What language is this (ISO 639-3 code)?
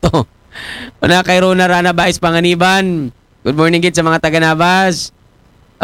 akl